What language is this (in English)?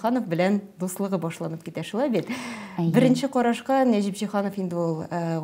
Tatar